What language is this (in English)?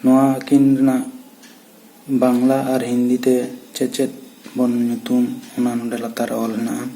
Santali